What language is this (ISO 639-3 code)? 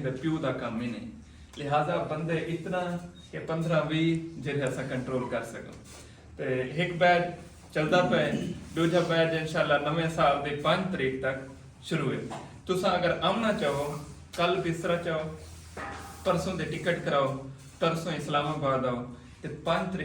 skr